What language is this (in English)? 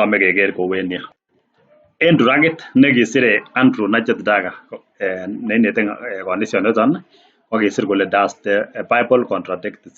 Kalenjin